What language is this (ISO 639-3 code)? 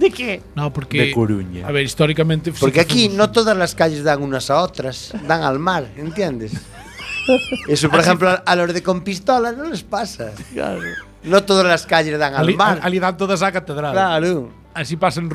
glg